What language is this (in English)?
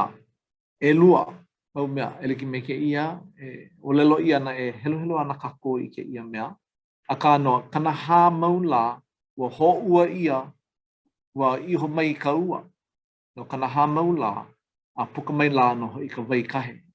Hawaiian